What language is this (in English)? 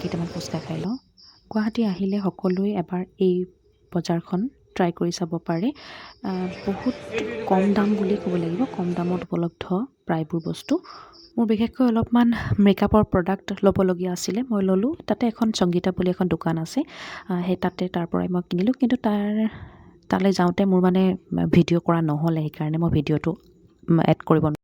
Assamese